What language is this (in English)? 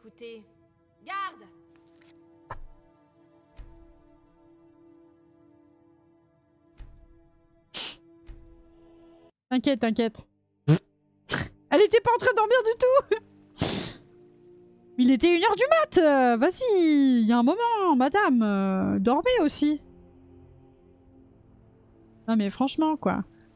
French